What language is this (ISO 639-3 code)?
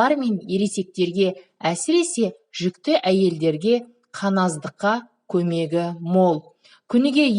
kaz